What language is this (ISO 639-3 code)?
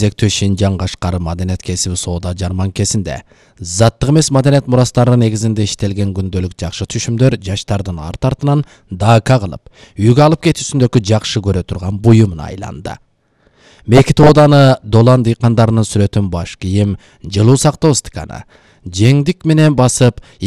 kir